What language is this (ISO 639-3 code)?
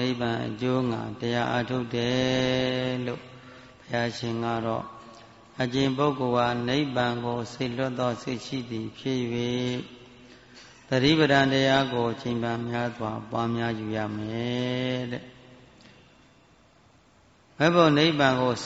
mya